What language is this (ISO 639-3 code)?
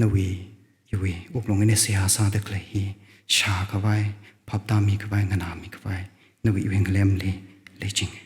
nmf